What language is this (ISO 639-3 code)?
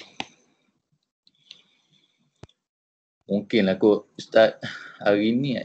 msa